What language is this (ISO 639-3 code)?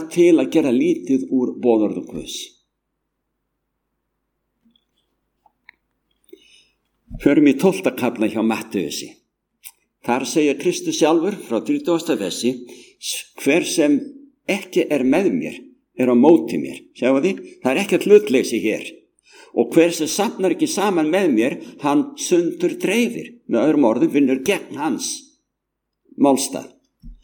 isl